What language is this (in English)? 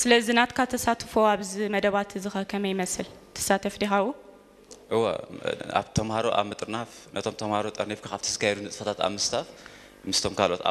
Tigrinya